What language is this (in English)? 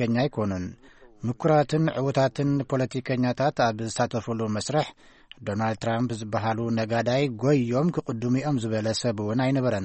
Tigrinya